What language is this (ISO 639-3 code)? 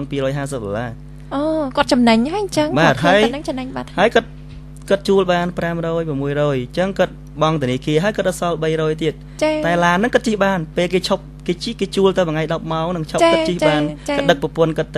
khm